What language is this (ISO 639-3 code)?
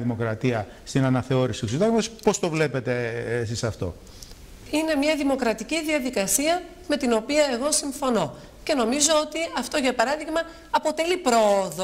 ell